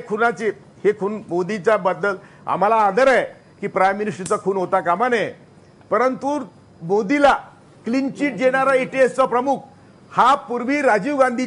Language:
Marathi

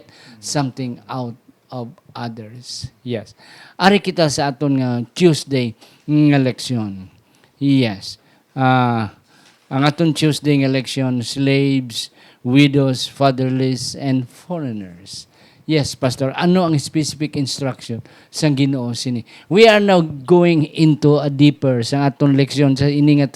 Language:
Hiligaynon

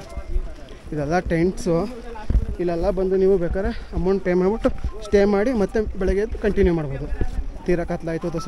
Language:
Kannada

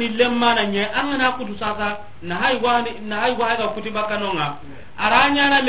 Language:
Soninke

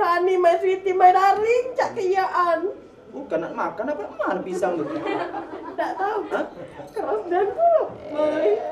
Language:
Musi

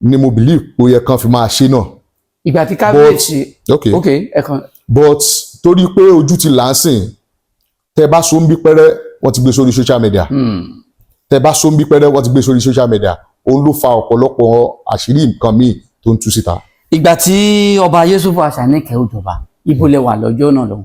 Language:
Yoruba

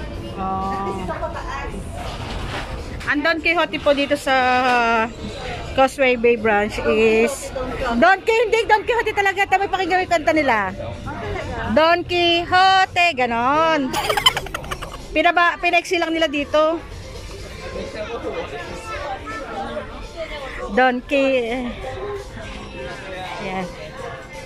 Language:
Filipino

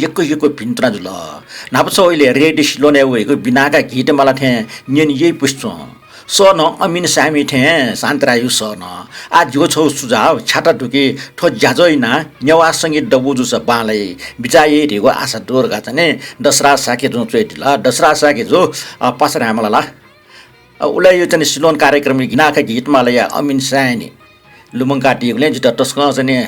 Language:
Newari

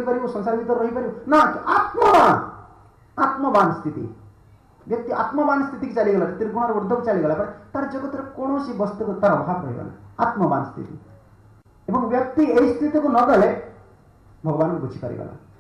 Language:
Odia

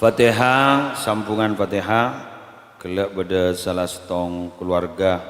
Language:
Madurese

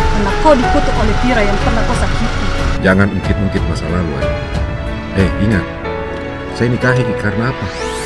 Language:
Makassar Malay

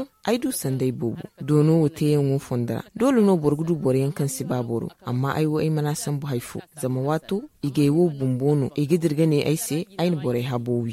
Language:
Zarma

